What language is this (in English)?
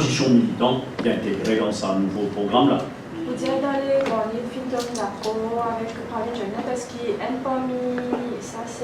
Morisyen